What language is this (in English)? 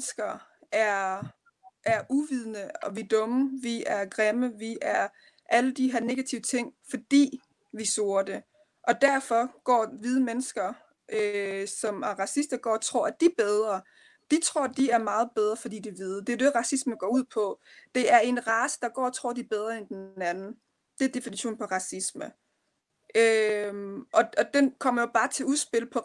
Danish